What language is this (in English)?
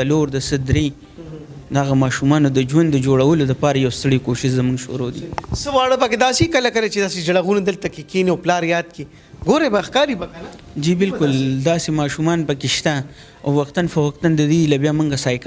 Pashto